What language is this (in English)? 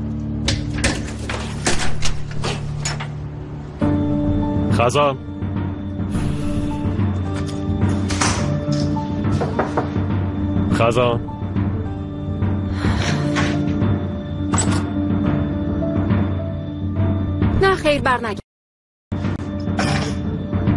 Persian